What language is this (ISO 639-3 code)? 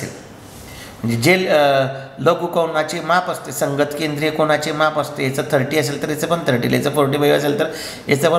mar